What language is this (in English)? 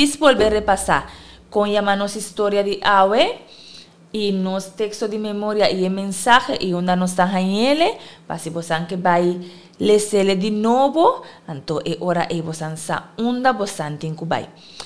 Papiamento